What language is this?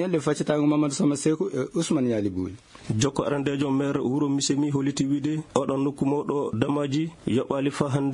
Fula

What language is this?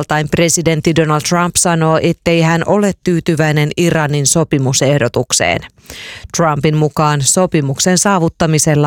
Finnish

